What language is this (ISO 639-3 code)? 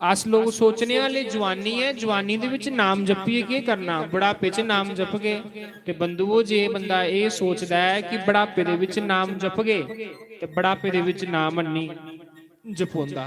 doi